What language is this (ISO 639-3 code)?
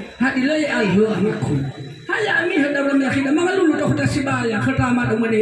nia